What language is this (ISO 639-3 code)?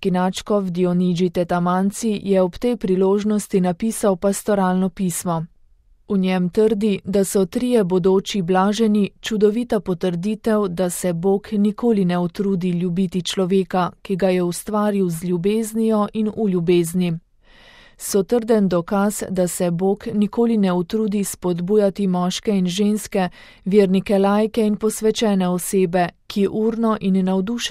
slv